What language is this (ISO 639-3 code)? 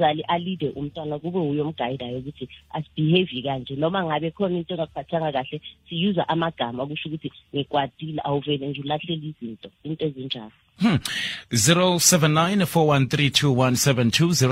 nbl